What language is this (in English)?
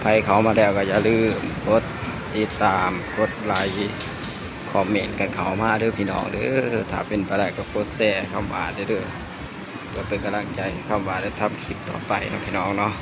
Northeastern Thai